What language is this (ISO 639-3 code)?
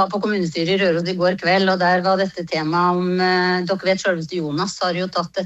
nor